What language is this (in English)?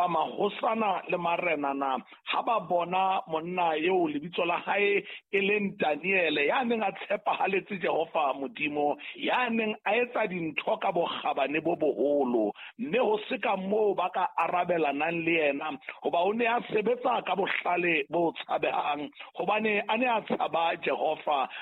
Southern Sotho